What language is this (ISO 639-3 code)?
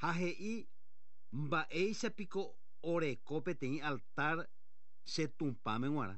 grn